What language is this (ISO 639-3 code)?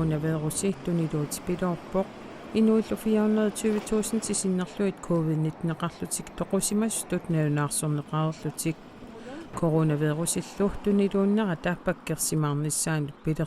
kal